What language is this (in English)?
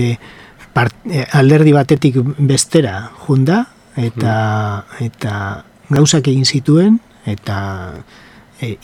Basque